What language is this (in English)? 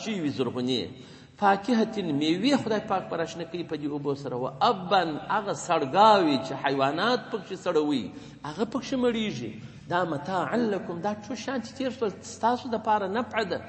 Pashto